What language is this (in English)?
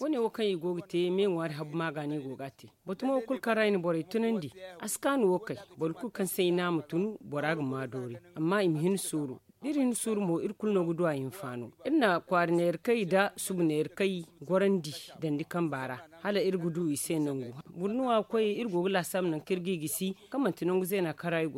Zarma